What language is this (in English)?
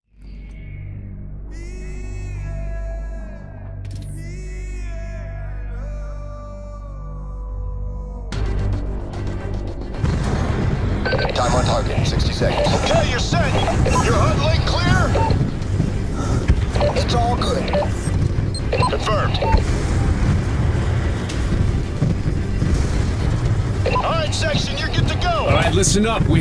English